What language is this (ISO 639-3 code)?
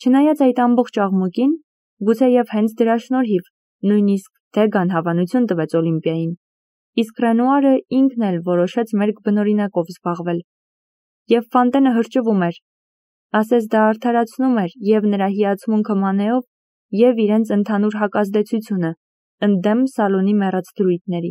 hye